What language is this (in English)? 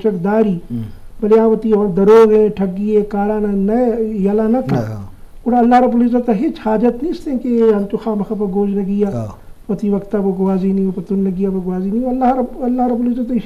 Eastern Balochi